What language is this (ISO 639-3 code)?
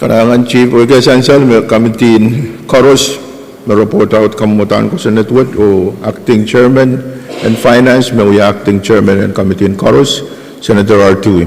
pon